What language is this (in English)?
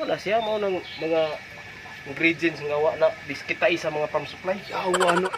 Cebuano